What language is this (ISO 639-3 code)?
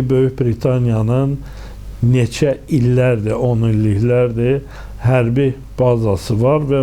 aze